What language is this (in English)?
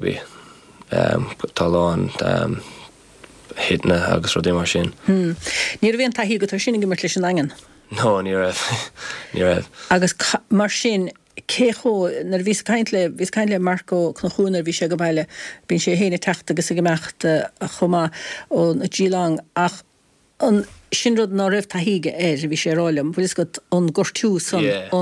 Irish